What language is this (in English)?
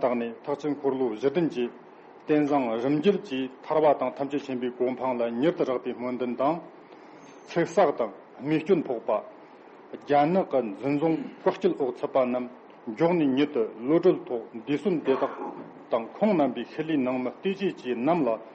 Tibetan